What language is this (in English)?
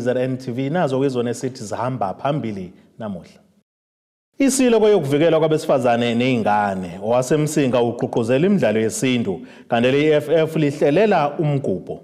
Zulu